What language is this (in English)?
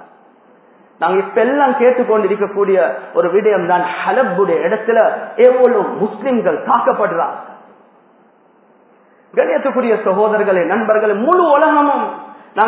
Tamil